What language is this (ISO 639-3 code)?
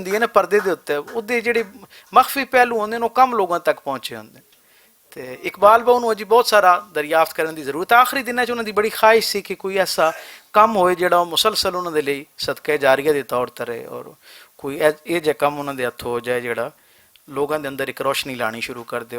lah